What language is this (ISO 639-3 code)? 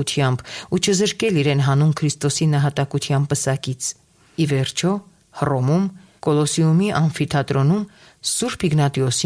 hye